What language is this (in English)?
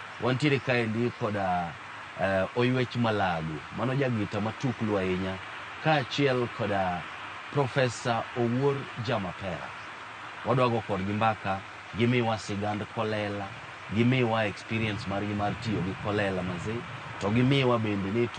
Luo (Kenya and Tanzania)